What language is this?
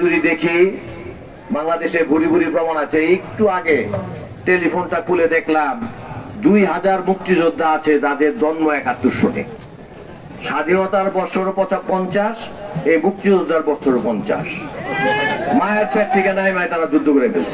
Bangla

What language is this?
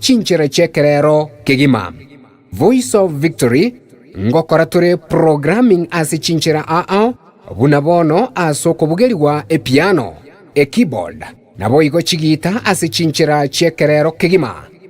Gusii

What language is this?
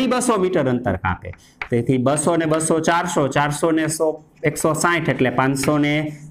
Gujarati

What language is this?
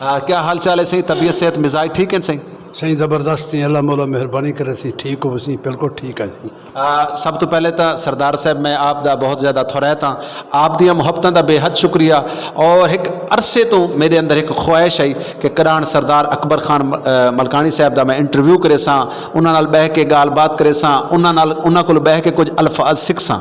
Saraiki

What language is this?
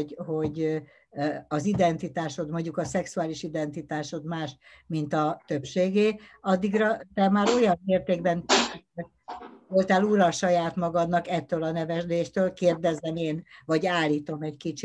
Hungarian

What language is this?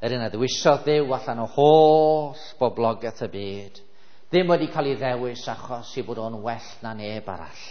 Welsh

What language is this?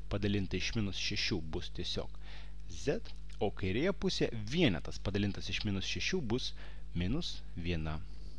Lithuanian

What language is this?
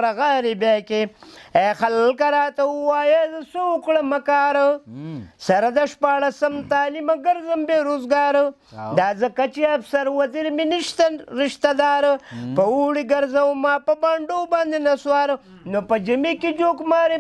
Pashto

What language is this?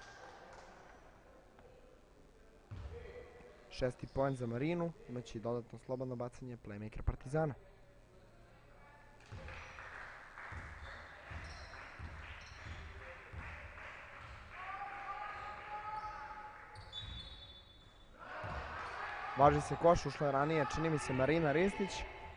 Serbian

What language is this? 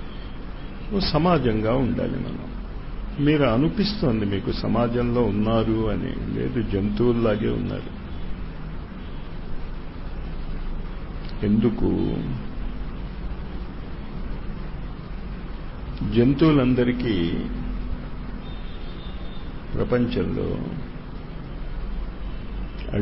Telugu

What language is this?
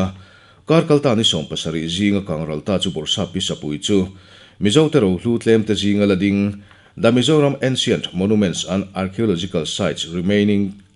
Mizo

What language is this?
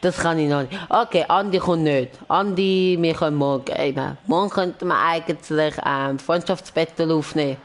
Swiss German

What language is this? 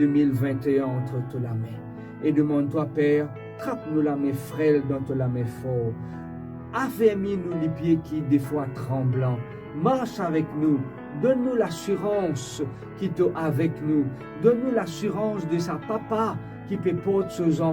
Morisyen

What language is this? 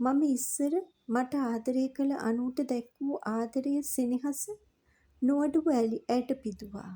Sinhala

